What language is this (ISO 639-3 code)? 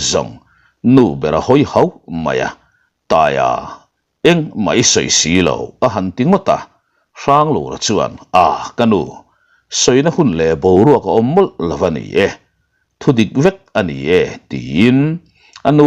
lus